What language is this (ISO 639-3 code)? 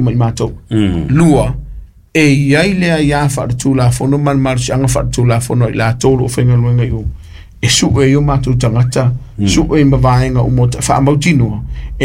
smo